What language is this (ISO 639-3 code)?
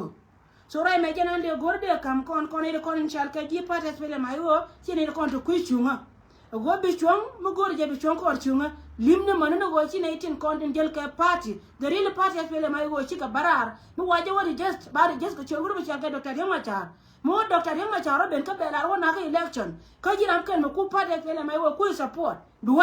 nus